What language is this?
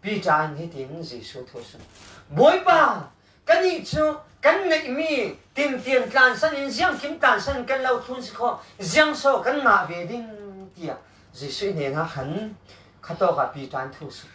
Falam Chin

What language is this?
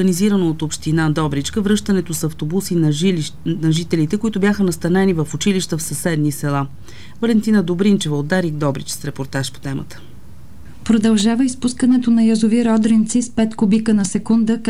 Bulgarian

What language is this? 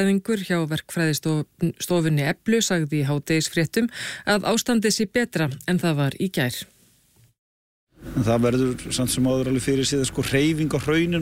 Icelandic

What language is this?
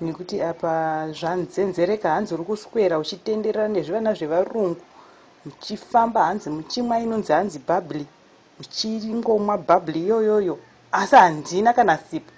Shona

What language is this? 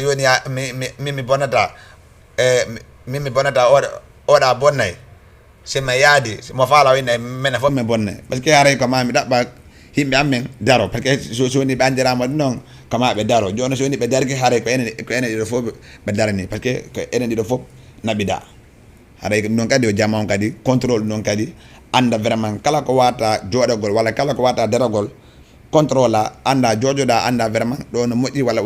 Fula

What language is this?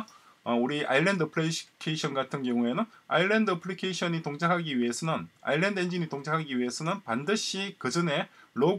Korean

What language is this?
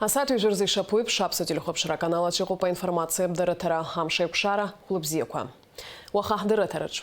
Abkhazian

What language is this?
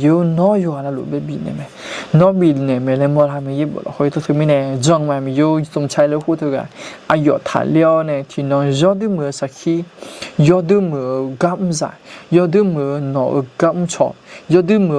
Akha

